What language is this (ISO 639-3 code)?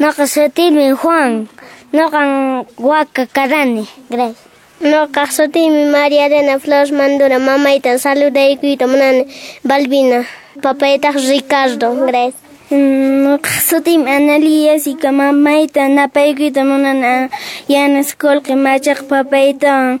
que